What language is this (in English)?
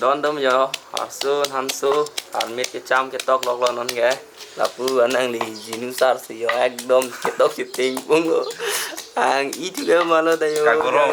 Karbi